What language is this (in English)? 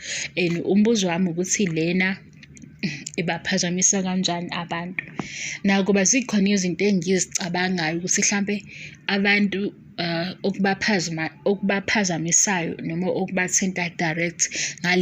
Zulu